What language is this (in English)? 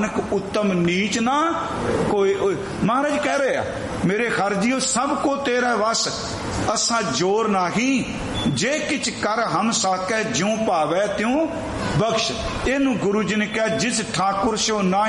Punjabi